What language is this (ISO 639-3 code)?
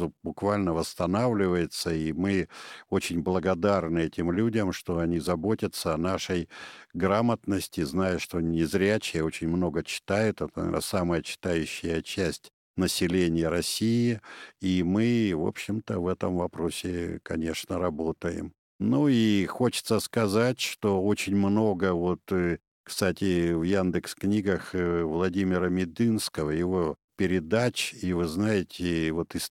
rus